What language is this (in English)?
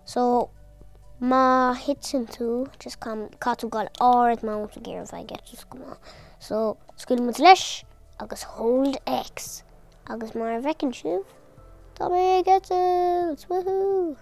Irish